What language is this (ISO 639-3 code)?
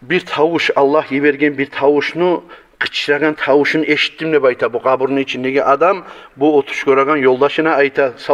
kum